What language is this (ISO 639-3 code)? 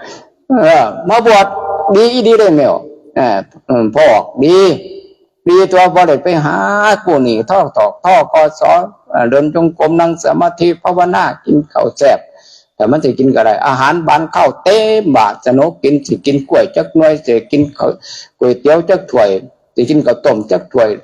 tts